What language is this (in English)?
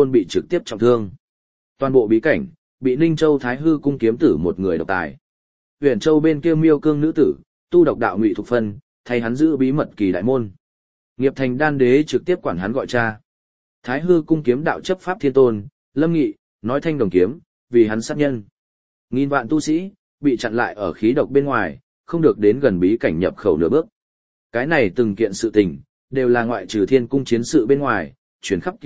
Vietnamese